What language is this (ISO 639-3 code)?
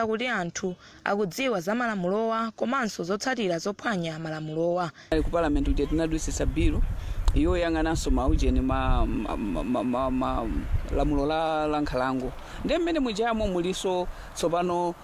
nya